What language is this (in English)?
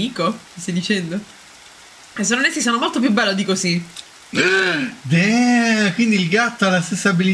Italian